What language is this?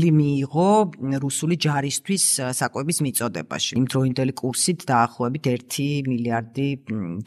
Georgian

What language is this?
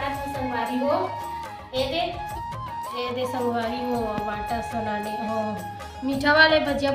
Chhattisgarhi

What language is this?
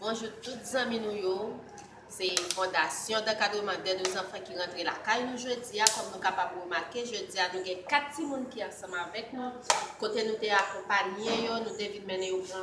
Haitian Creole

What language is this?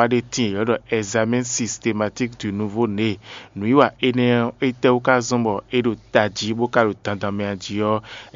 Fon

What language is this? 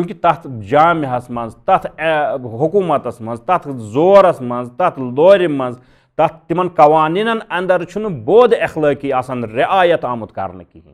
Kashmiri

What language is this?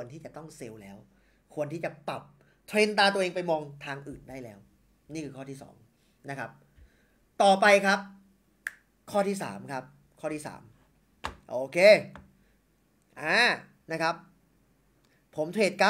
Thai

